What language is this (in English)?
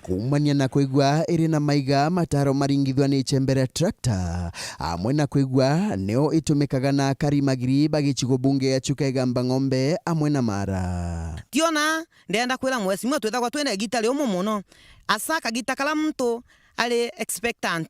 Meru